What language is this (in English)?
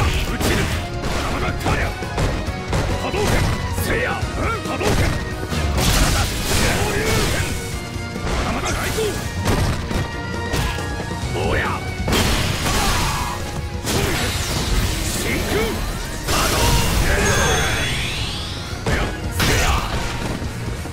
Japanese